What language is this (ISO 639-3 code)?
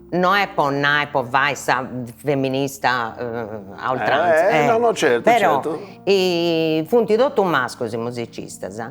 srd